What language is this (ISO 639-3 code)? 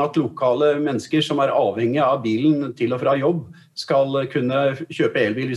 nor